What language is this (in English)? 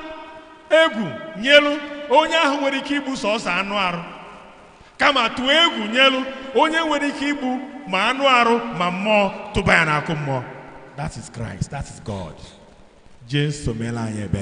Igbo